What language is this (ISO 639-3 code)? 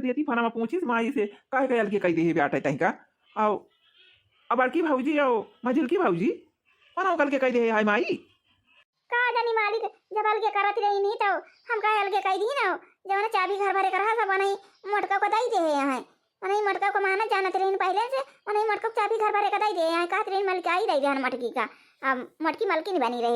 awa